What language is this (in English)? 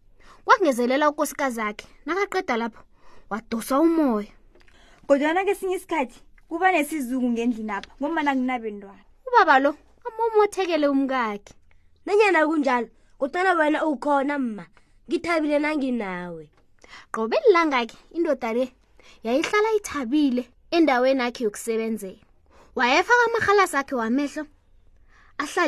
South Ndebele